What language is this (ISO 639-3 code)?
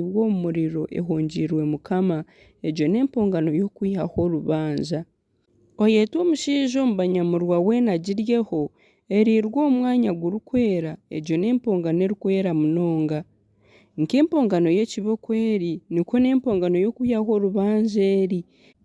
nyn